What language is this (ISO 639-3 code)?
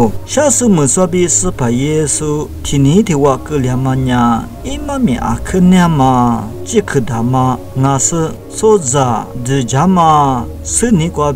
lis